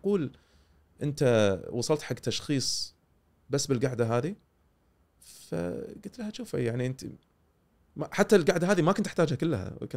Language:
Gulf Arabic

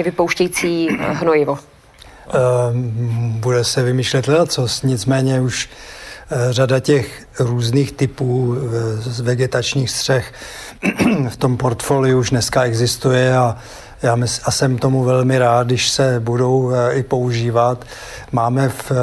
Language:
Czech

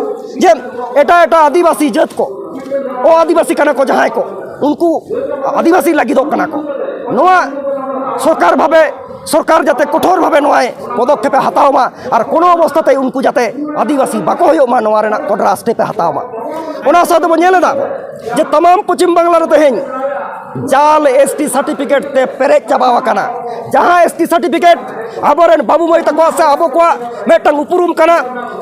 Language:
Santali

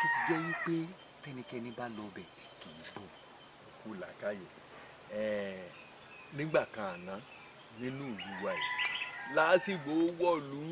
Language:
Yoruba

